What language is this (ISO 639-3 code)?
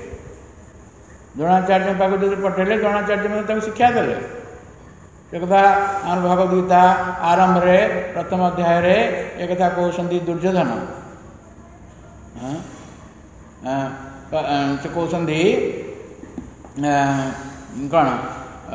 ori